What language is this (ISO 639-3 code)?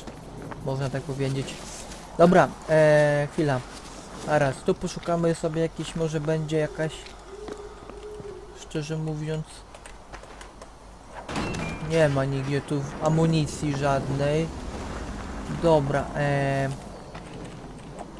pol